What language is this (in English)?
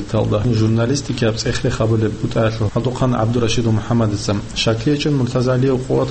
Avaric